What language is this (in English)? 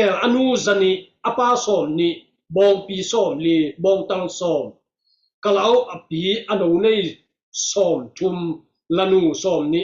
Tedim Chin